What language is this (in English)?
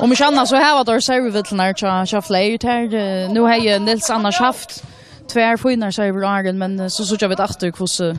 Faroese